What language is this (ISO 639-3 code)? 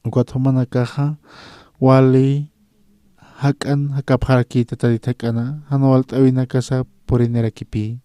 aym